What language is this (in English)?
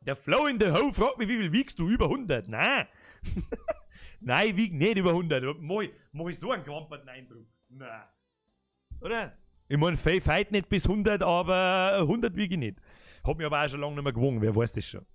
Bavarian